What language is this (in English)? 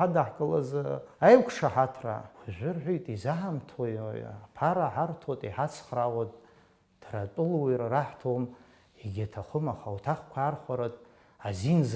Abkhazian